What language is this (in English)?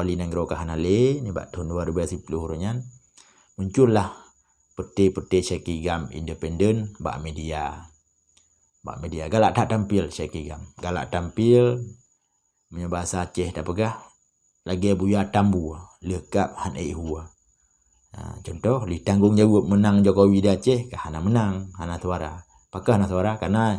Achinese